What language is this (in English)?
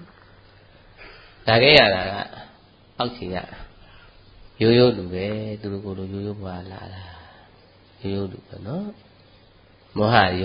Burmese